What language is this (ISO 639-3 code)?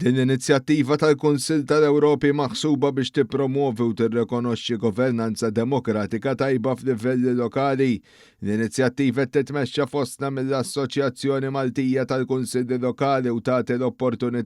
mlt